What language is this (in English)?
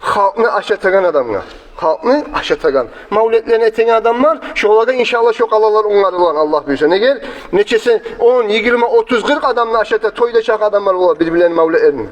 Kumyk